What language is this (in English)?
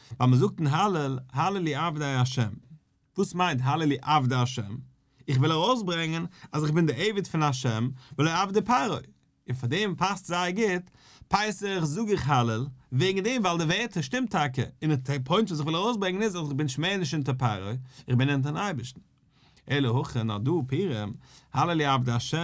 Yiddish